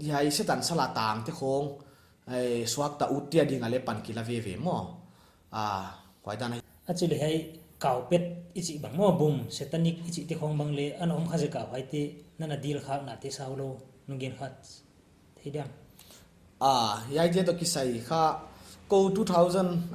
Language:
Paite Chin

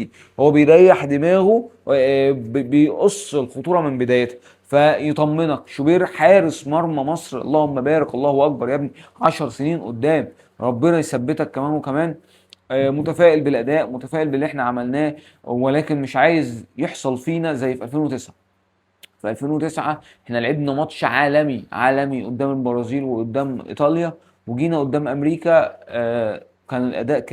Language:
Egyptian Arabic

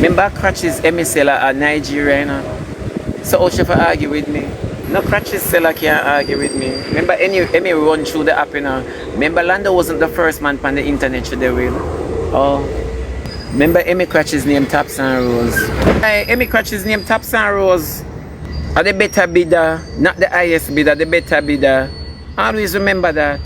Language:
Jamaican Creole English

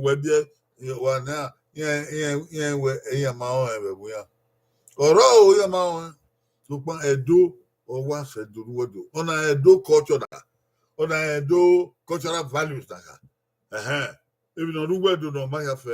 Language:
Bini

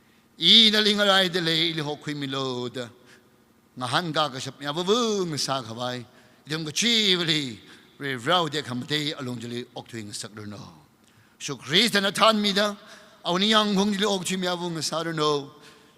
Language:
Tangkhul Naga (India)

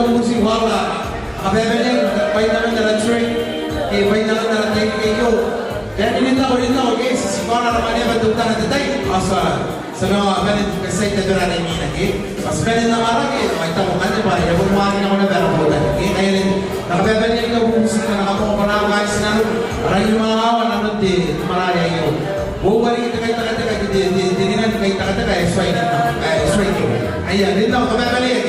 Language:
Gilbertese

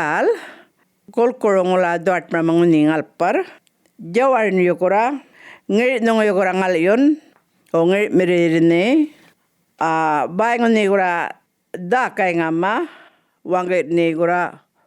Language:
Djambarrpuyngu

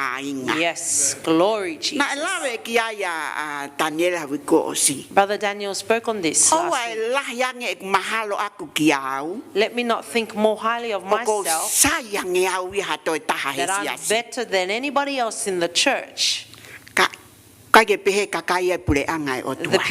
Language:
Tongan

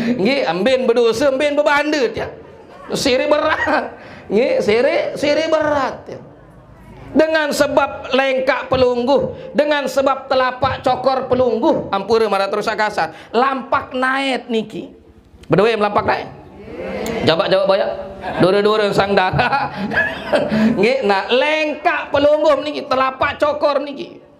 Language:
Sasak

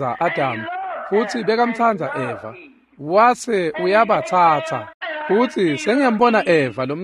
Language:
Swati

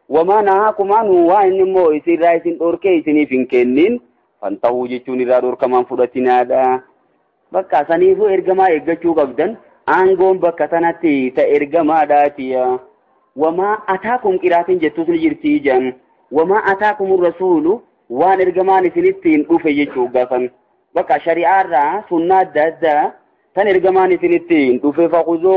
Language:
Oromo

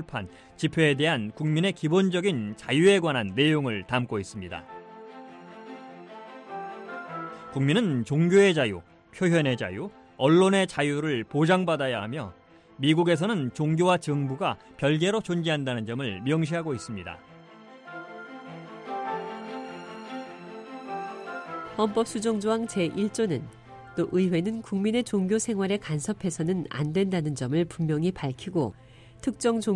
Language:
Korean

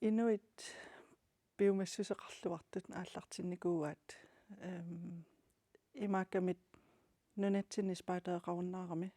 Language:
Kalaallisut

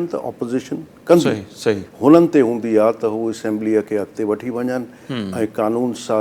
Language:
Sindhi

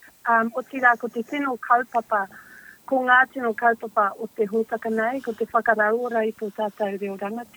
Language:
Māori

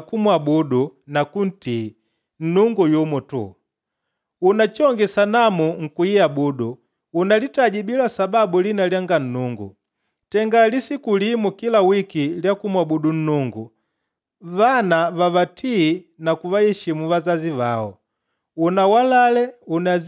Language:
Makonde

